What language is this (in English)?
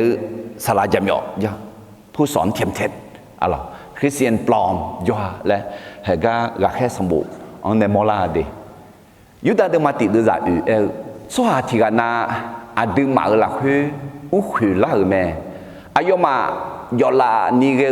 Akha